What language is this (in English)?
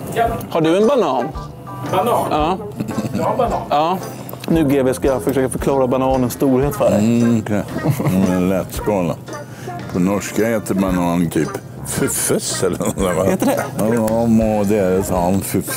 Swedish